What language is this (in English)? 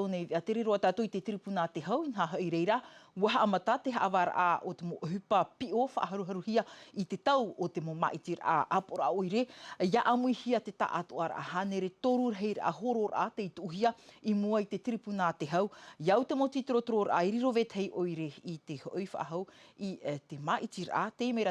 Tahitian